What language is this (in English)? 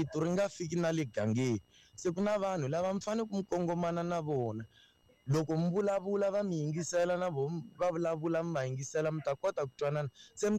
Tsonga